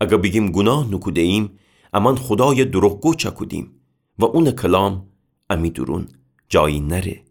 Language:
Gilaki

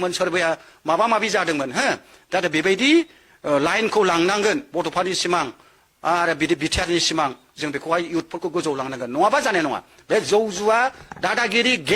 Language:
Bodo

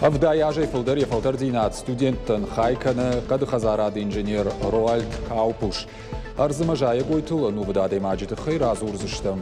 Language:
Ossetic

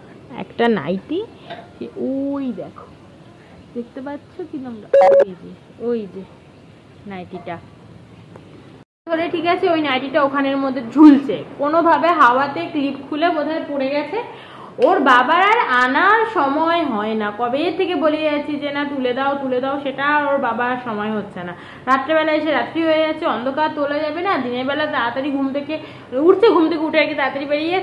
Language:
Bangla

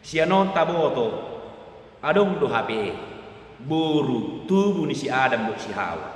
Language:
Batak Toba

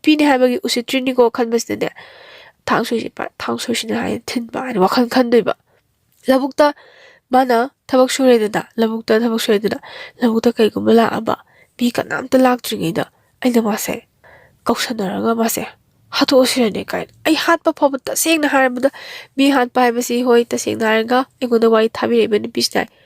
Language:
Manipuri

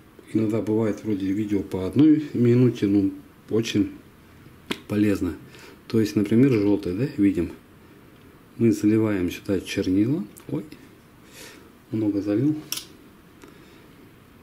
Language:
Russian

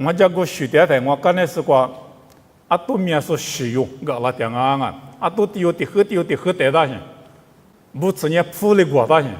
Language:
Lisu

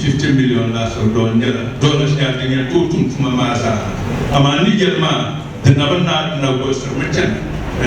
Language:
Dagbani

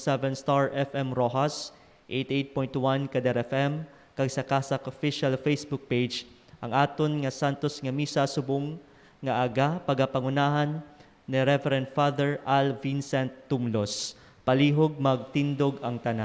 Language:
Hiligaynon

